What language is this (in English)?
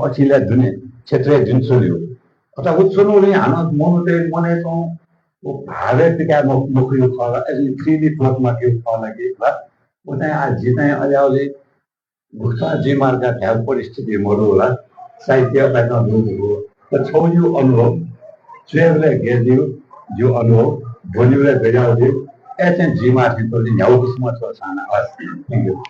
Newari